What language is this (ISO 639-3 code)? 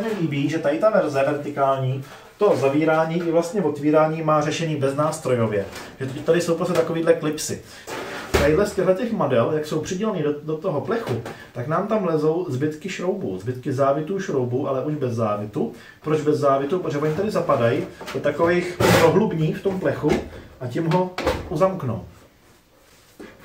ces